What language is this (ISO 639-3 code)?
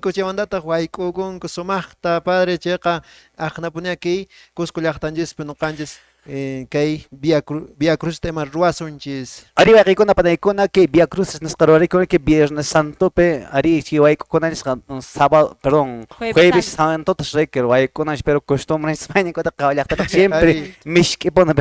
que